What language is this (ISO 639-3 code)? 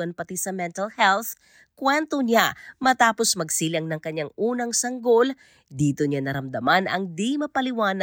fil